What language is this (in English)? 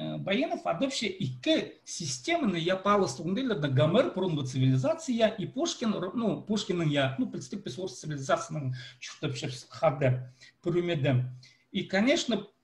Khakas